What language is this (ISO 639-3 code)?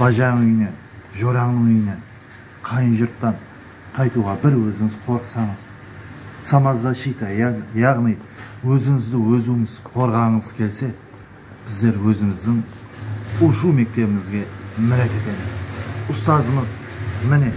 kaa